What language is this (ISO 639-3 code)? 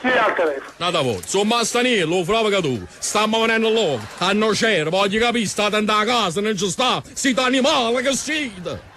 nap